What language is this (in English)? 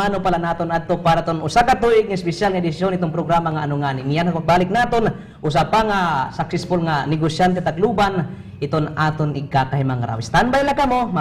Waray